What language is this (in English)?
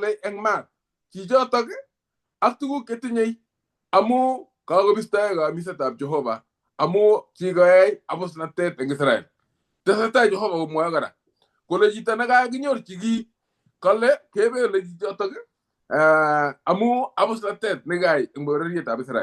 Kalenjin